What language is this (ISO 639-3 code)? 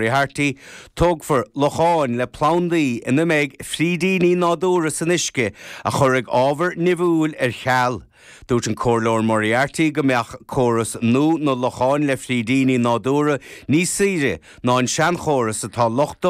gle